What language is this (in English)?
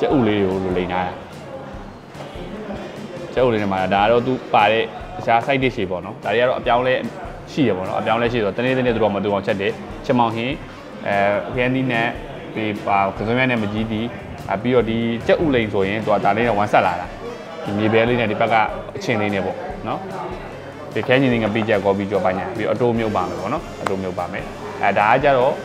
Burmese